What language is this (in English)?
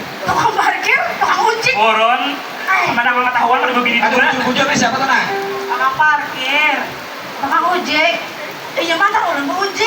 Banjar